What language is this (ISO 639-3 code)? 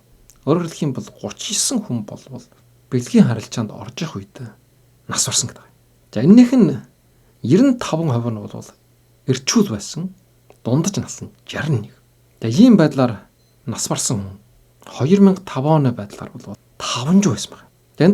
mon